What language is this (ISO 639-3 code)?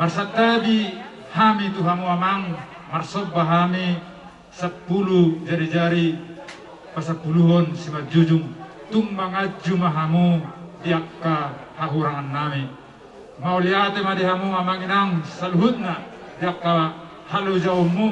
bbc